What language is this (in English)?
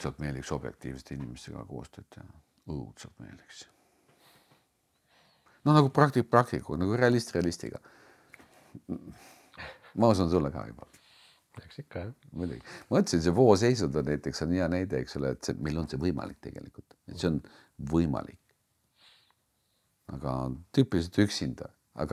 Estonian